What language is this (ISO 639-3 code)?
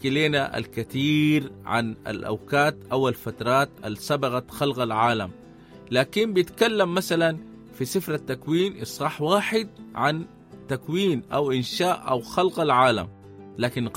apd